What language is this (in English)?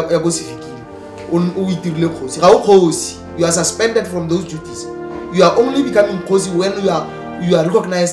Tswana